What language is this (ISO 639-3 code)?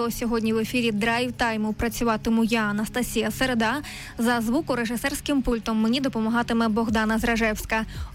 ukr